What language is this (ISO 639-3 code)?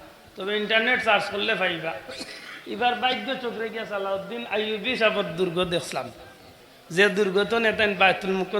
syl